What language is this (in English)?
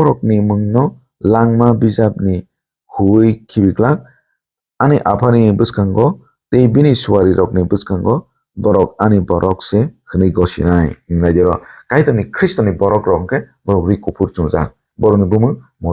Kok Borok